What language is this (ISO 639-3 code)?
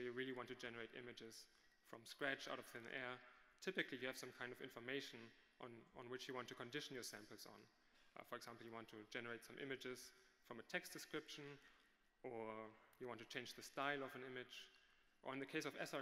eng